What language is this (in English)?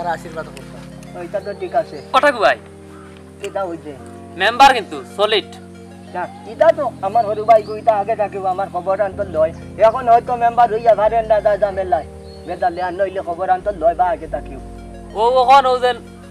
Sylheti